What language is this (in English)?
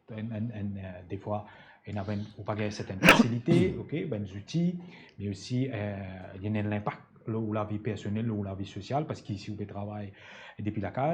Morisyen